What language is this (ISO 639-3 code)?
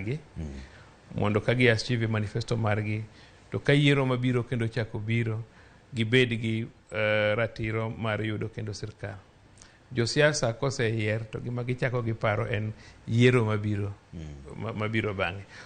luo